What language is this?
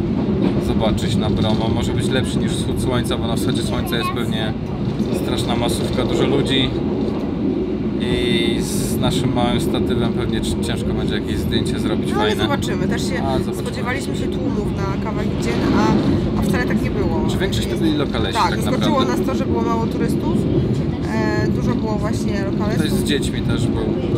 Polish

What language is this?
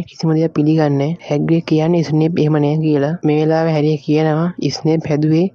Sinhala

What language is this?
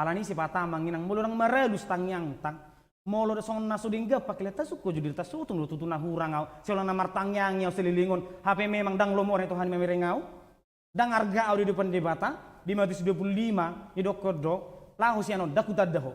Batak Toba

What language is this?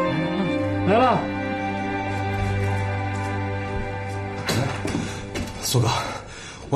Chinese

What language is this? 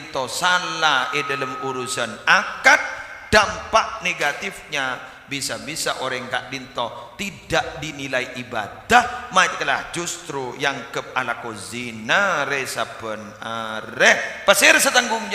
Madurese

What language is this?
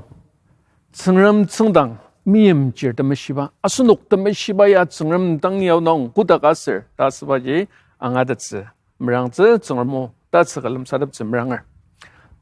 Ao Naga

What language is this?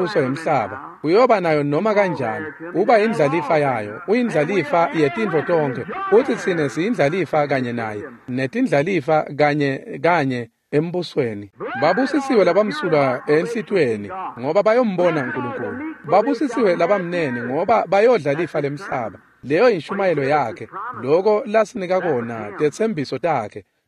Swati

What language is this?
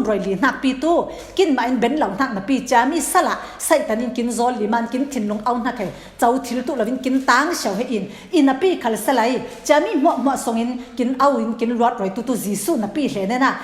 Falam Chin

